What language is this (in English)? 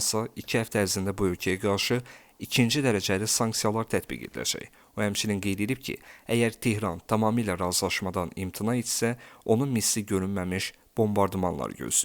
Azerbaijani